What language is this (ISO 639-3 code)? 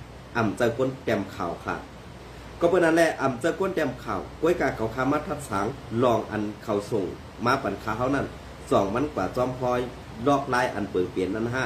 shn